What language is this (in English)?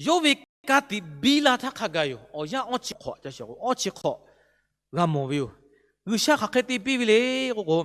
Lahu